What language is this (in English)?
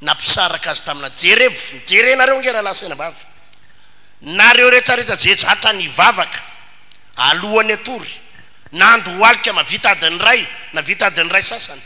Malagasy